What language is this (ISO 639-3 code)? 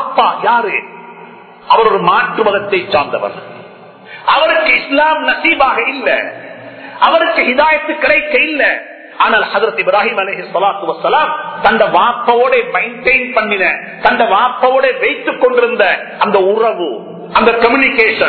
tam